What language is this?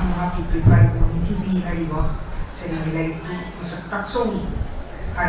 Manipuri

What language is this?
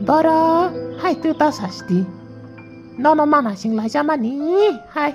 Kok Borok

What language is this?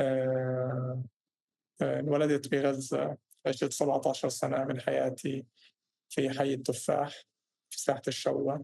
North Levantine Arabic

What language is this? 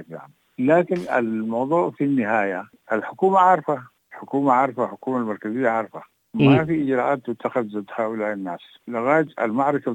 Sudanese Arabic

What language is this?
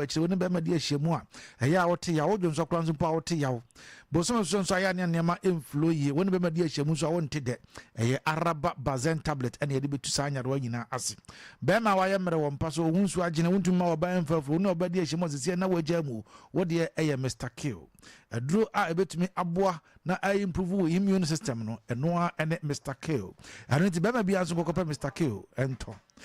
Akan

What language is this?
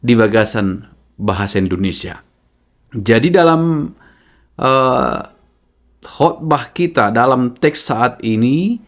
Batak Toba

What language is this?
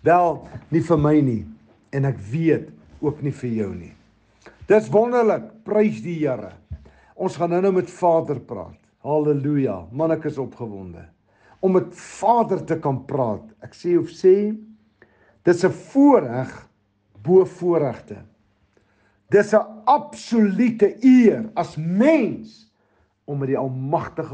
Afrikaans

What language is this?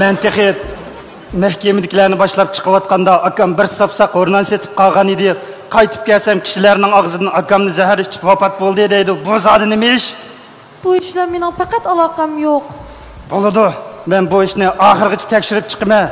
Uyghur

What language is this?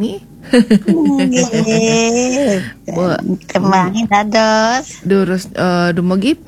Balinese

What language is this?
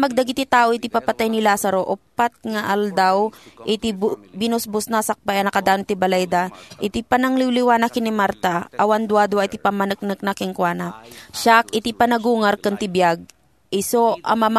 Iloko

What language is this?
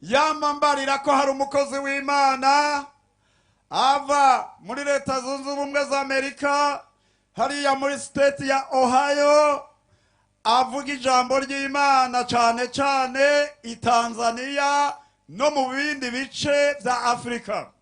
Rundi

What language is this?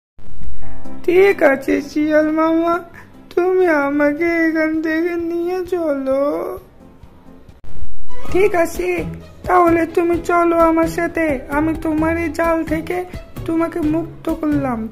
Bangla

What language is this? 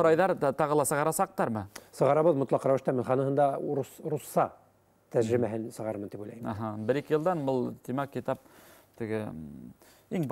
Bashkir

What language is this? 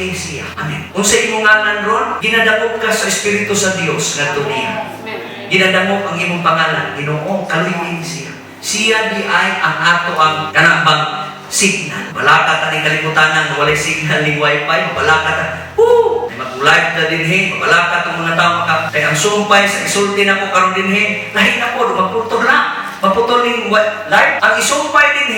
Cebuano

